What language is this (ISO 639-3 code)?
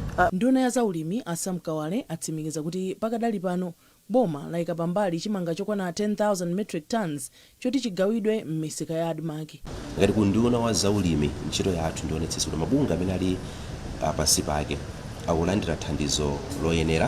nya